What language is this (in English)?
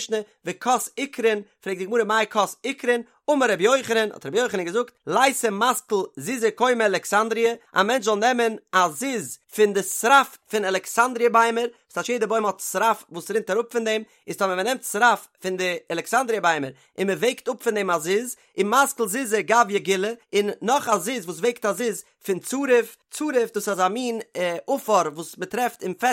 Yiddish